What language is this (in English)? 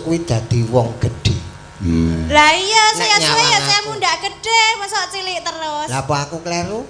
Javanese